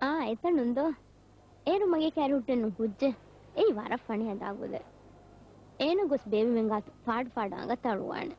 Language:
Divehi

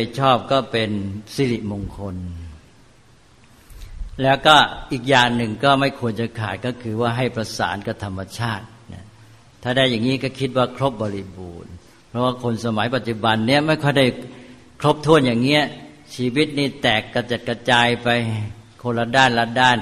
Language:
Thai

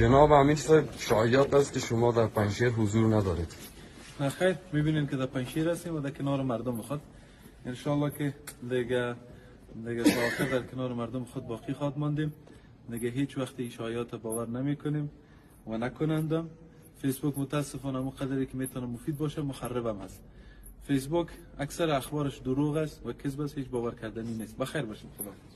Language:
Persian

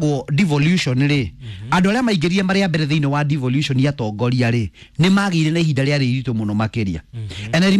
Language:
Kikuyu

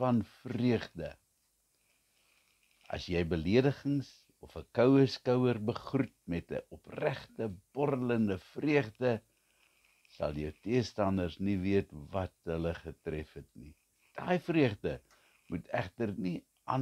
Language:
Afrikaans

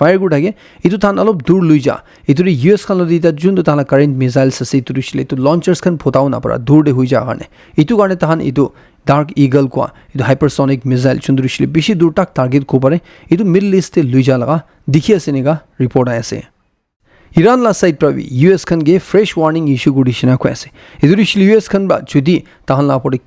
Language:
Naga Pidgin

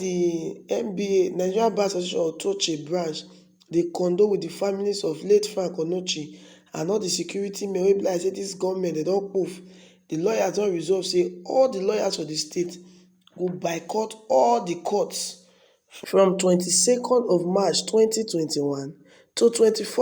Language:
Nigerian Pidgin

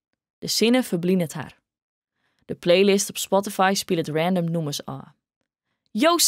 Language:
Western Frisian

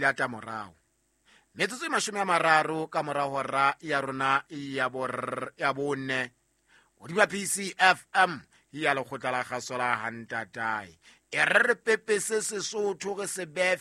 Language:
Southern Sotho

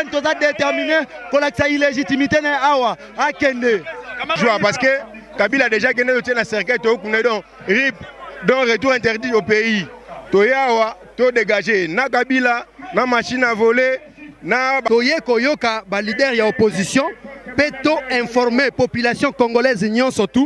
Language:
Lingala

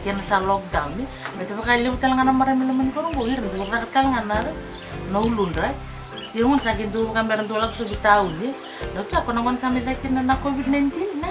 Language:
Fijian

